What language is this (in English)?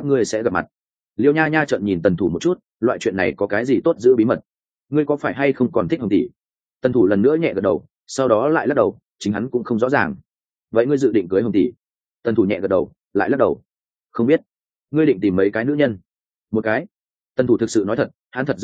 Vietnamese